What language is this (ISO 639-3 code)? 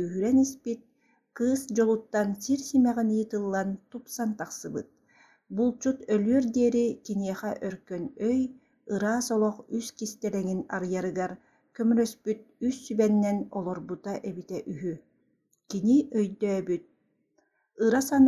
sah